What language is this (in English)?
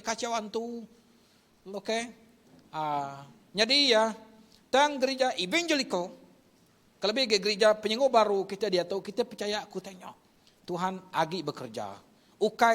Iban